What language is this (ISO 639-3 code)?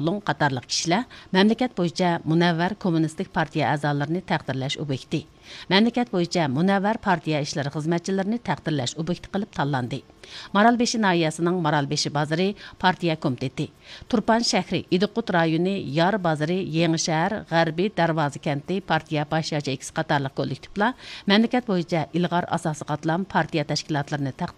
uig